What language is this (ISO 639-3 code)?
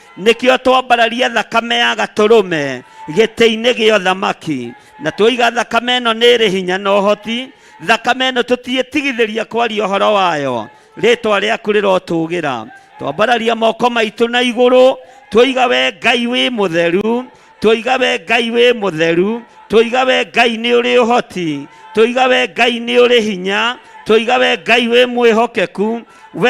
kik